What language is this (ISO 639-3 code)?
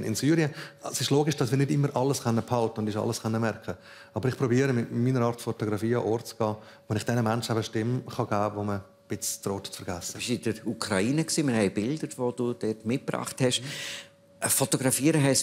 gsw